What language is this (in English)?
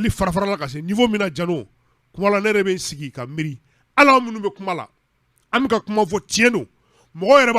Bambara